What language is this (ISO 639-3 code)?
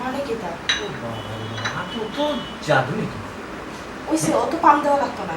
syl